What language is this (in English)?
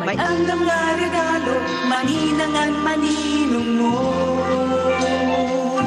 Waray